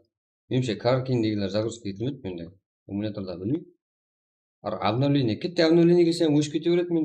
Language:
Kara-Kalpak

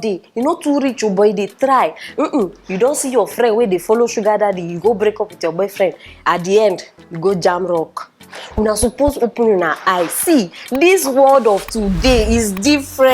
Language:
Nigerian Pidgin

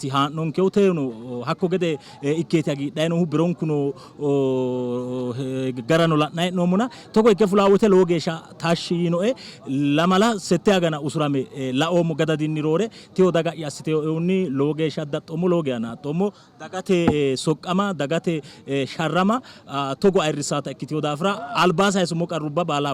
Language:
Sidamo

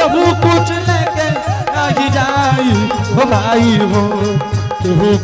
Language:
Angika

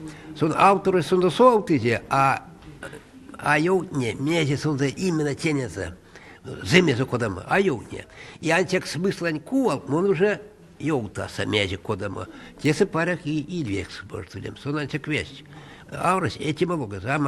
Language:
Erzya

